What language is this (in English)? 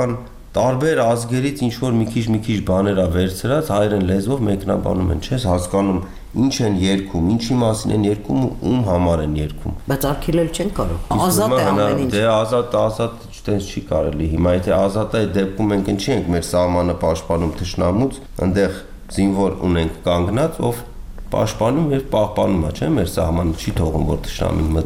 Armenian